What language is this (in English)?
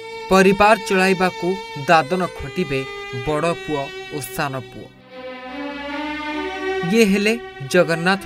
Odia